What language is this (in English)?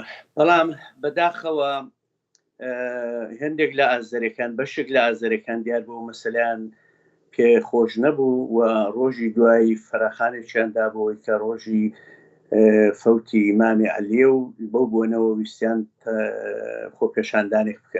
Central Kurdish